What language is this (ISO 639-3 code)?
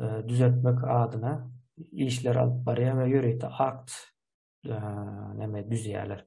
tuk